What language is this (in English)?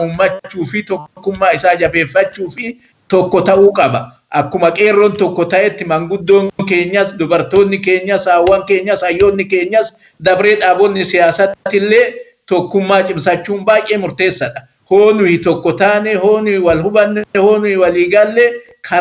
Oromo